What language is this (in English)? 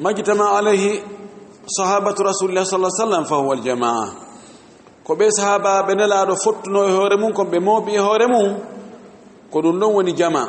Fula